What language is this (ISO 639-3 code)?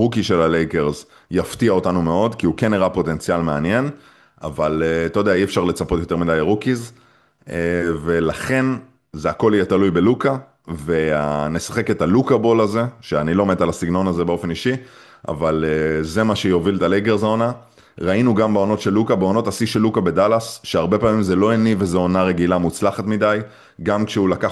heb